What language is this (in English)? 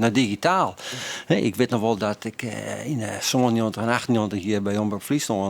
Western Frisian